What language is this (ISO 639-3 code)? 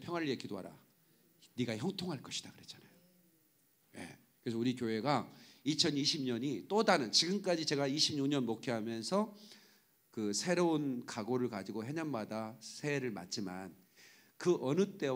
kor